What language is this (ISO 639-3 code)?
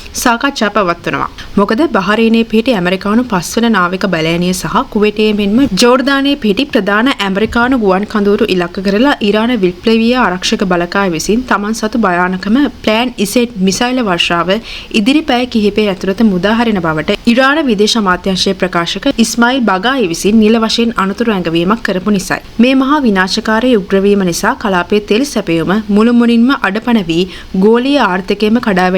sin